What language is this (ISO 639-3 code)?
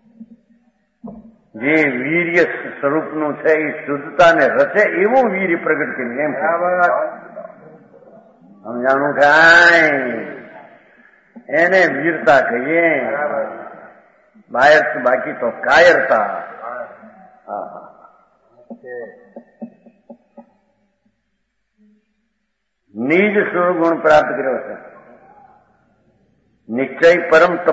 guj